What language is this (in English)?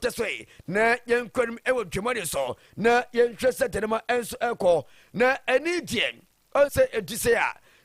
Akan